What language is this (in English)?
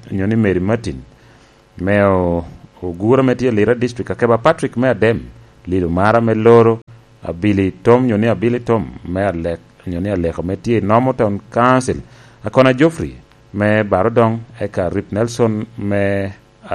Lango (Uganda)